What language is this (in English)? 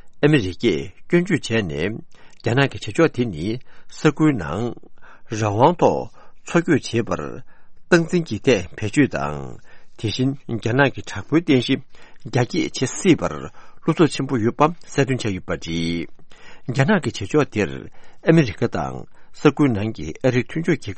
Tibetan